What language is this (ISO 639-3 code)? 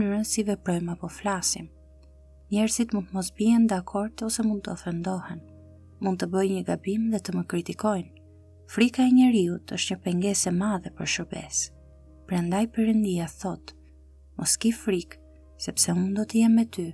sqi